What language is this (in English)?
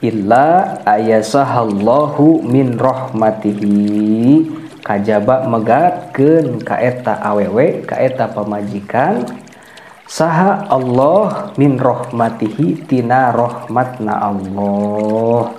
Sundanese